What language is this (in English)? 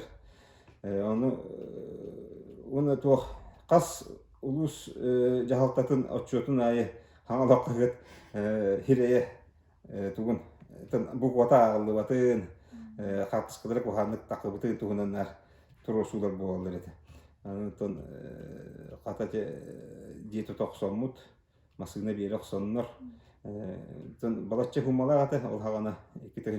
Yakut